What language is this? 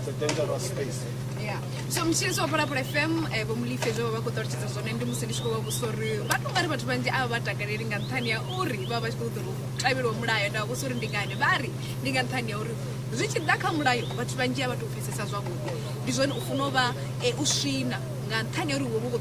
Venda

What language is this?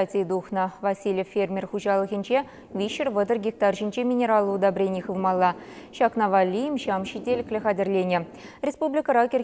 Chuvash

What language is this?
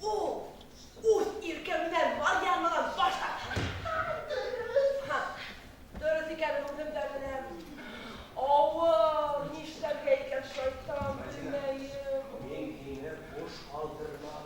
Bashkir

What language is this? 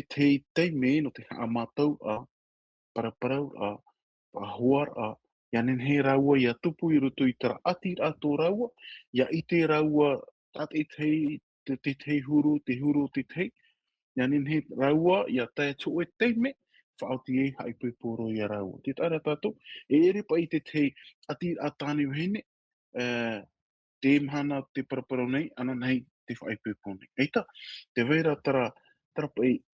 Tahitian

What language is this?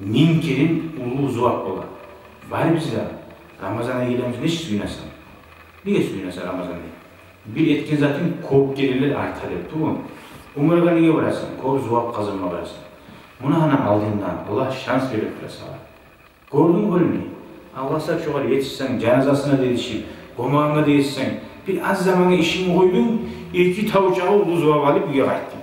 Kumyk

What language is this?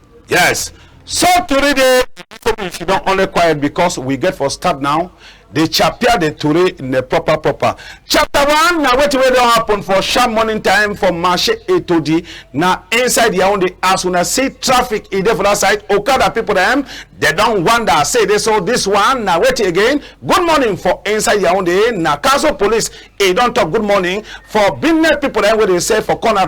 Cameroon Pidgin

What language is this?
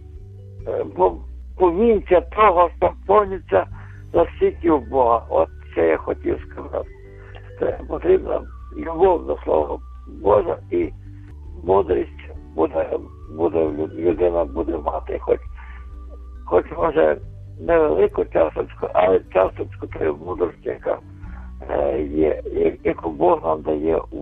Ukrainian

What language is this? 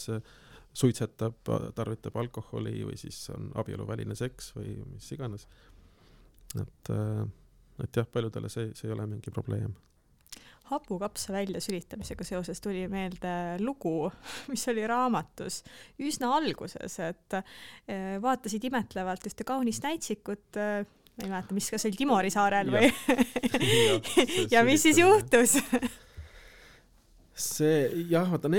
Estonian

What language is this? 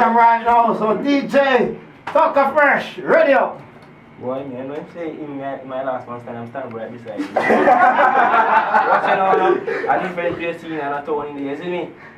Jamaican Creole English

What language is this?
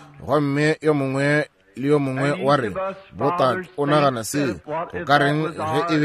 Northern Sotho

